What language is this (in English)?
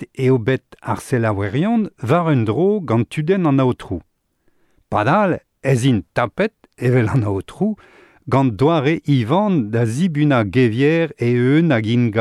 Breton